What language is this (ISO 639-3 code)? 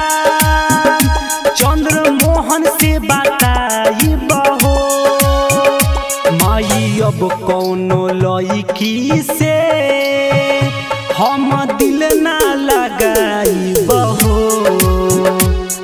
bho